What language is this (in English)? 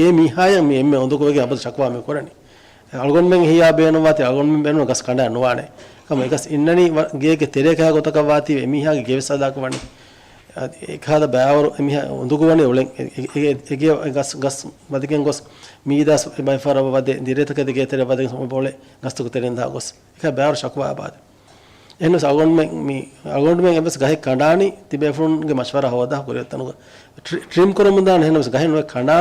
Divehi